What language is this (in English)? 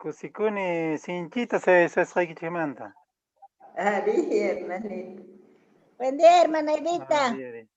Quechua